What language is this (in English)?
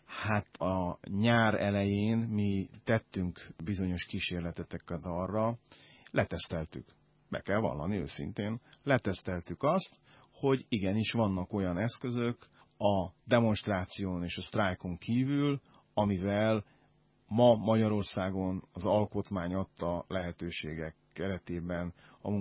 Hungarian